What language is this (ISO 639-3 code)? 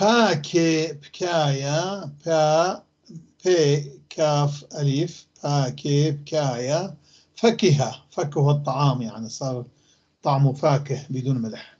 apc